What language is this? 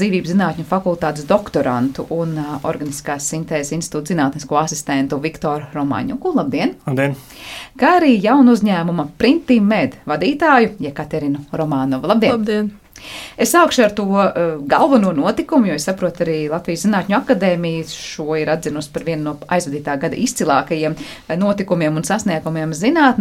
Latvian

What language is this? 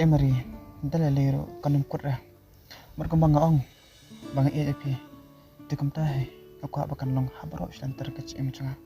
Khasi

